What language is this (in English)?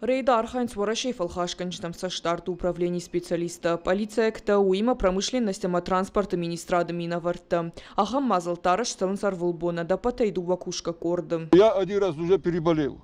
Ossetic